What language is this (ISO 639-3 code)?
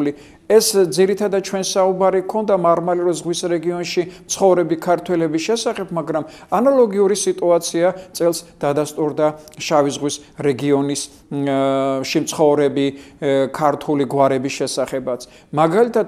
kat